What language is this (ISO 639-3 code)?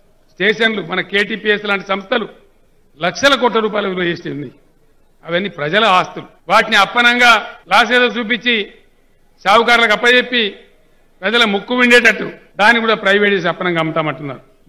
tel